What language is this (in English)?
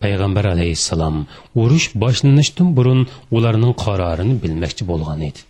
Uyghur